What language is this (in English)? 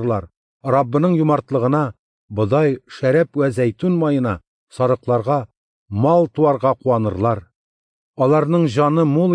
Tatar